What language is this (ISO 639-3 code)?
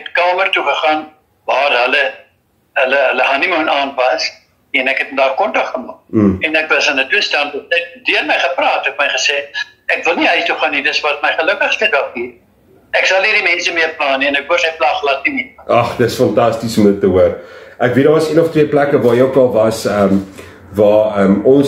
afr